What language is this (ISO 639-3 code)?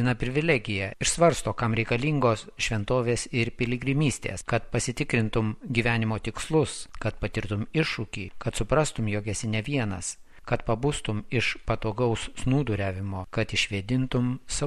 lit